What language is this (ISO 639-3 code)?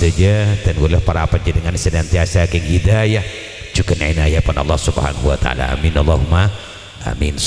mad